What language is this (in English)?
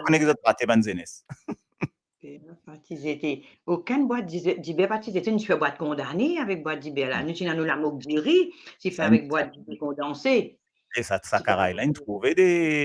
Morisyen